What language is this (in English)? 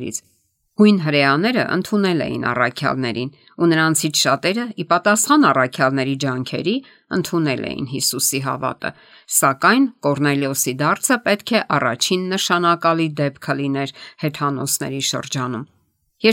Armenian